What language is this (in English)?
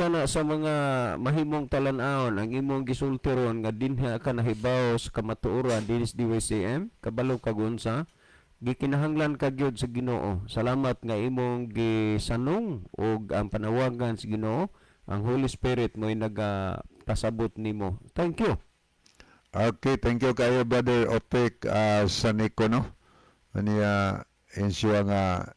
Cebuano